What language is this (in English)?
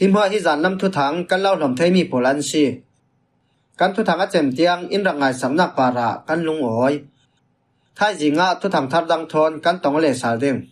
Falam Chin